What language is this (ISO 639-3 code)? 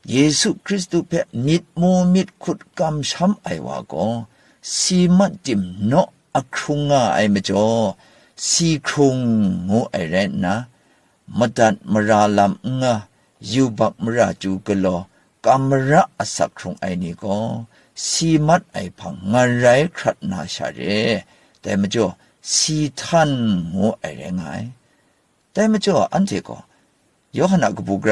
kac